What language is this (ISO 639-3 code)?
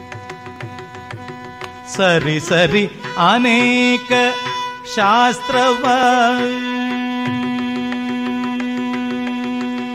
kan